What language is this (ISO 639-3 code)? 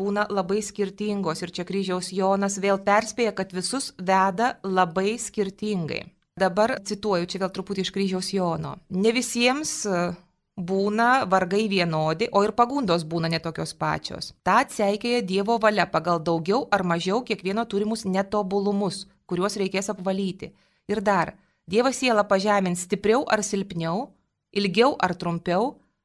lit